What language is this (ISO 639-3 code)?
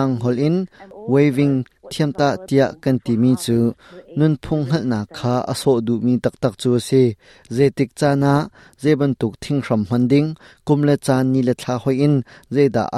cnh